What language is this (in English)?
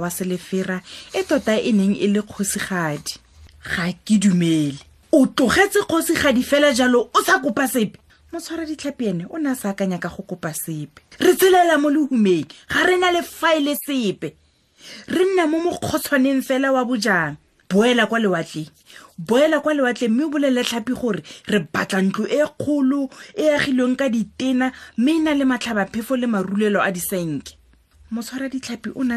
Tswana